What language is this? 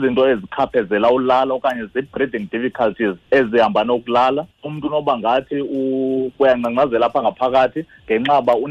Xhosa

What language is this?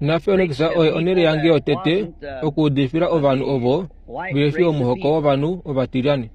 Kuanyama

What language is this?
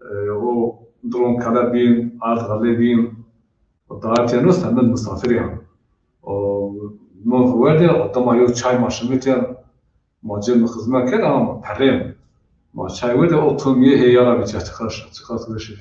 Zaza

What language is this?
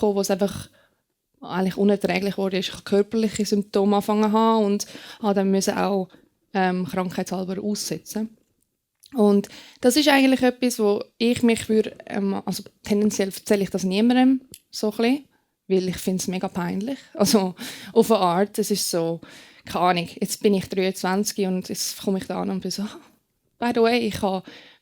Swiss German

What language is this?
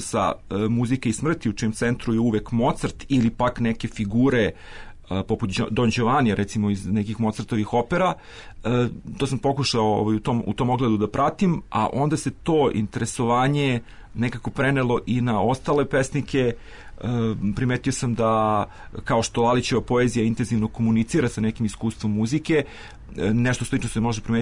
Serbian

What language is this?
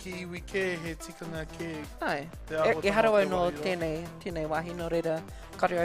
Māori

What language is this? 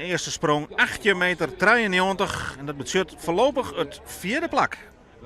Western Frisian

